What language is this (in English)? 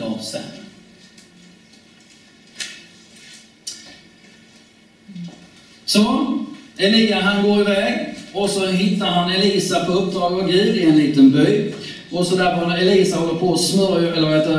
Swedish